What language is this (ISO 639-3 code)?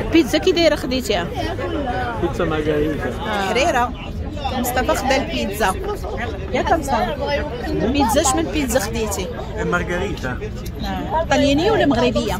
ary